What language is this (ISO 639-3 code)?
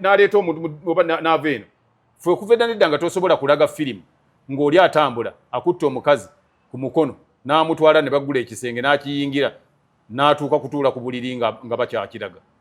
lug